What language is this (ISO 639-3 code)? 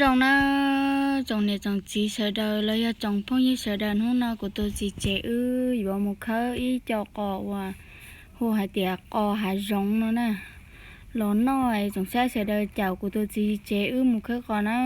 hmn